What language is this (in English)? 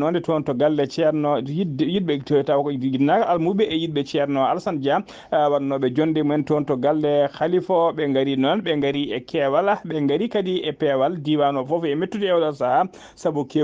Fula